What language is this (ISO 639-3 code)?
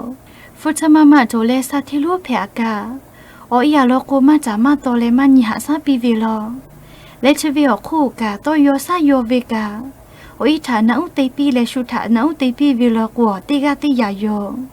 lhu